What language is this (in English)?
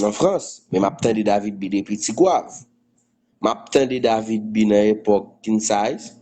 Haitian Creole